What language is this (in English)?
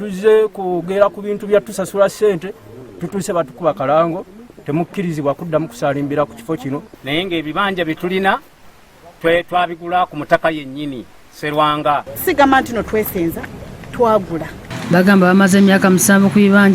Ganda